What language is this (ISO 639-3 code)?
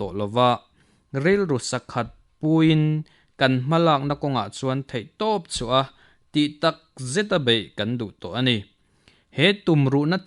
lus